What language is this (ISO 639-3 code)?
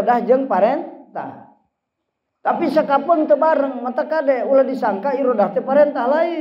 sun